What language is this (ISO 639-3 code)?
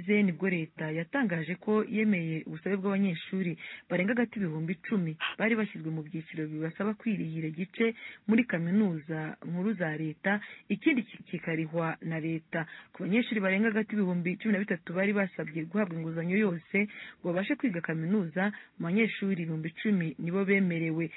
kin